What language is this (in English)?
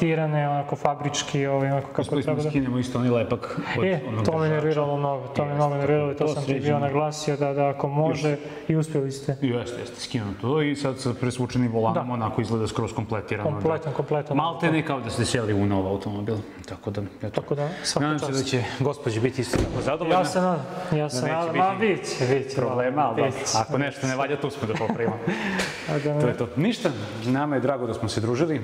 Serbian